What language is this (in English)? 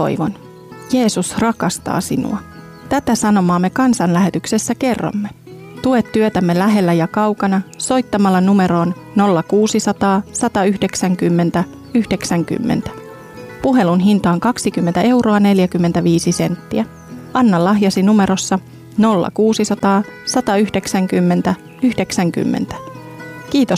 Finnish